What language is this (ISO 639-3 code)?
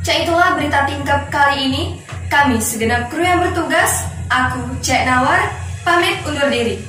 mui